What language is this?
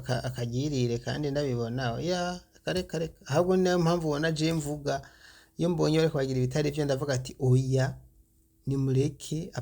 Rundi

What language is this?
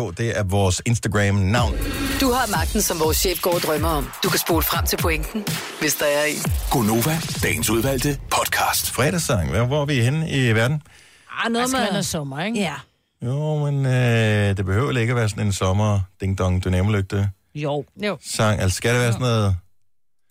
Danish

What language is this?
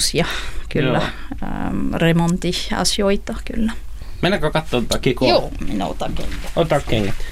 Finnish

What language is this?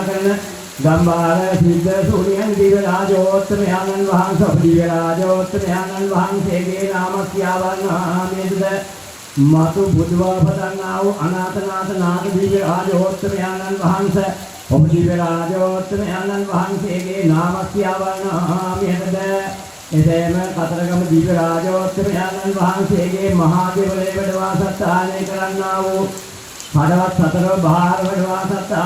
Sinhala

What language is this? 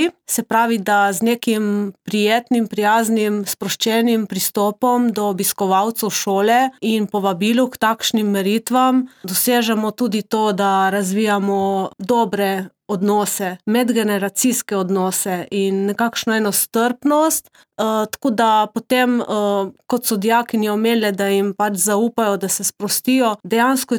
Slovenian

